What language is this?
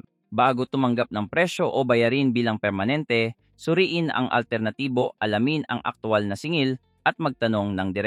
Filipino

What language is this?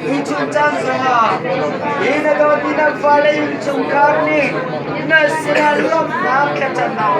Hakha Chin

